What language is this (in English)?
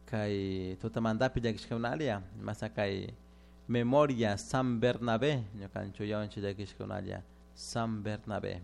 Chimborazo Highland Quichua